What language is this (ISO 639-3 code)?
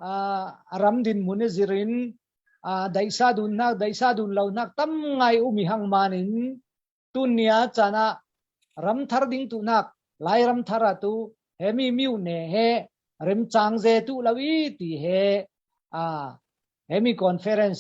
cfm